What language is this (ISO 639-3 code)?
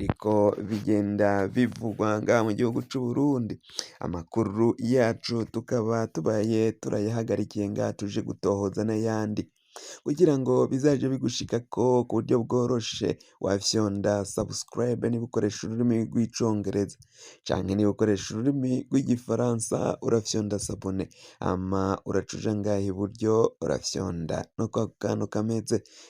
run